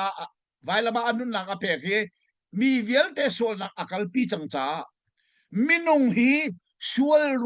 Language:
Hakha Chin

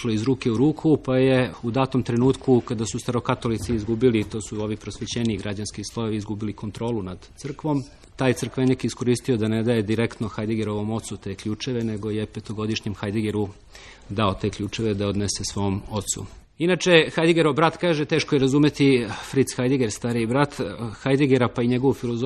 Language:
Serbian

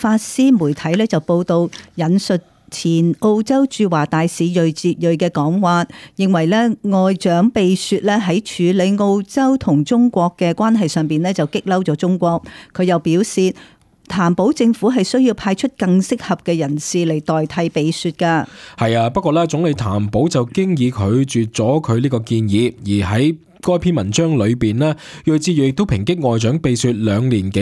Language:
Cantonese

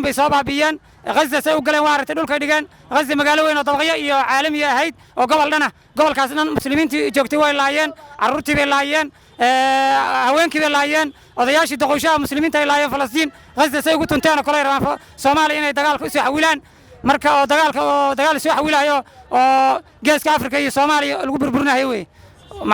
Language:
Somali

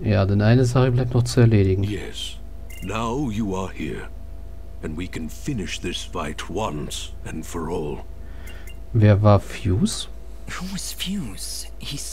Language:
German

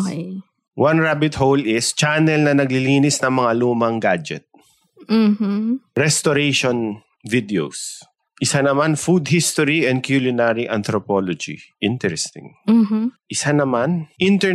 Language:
Filipino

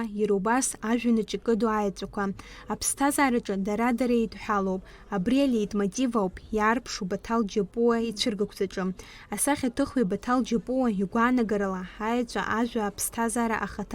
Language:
Abkhazian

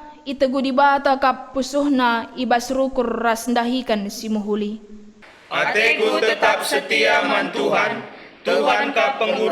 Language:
Batak Karo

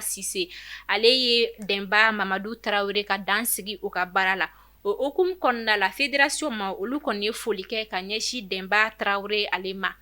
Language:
Bambara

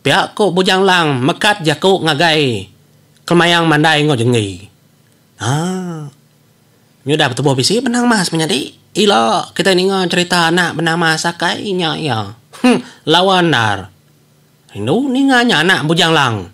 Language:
Iban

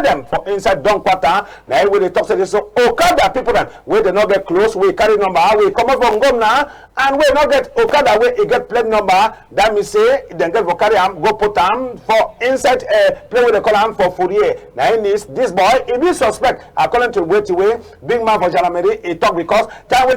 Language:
Cameroon Pidgin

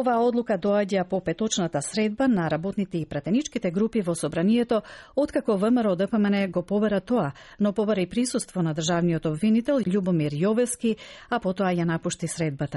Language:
Macedonian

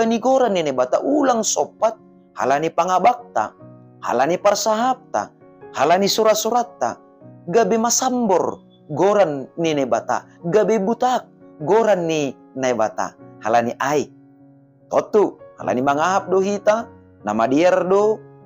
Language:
Batak Simalungun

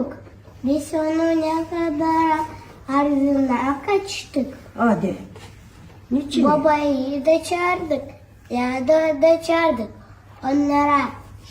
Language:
Gagauz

